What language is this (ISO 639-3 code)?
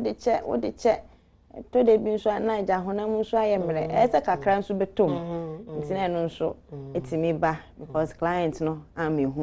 aka